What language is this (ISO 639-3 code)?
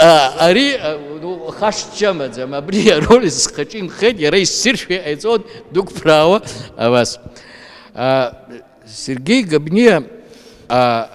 abk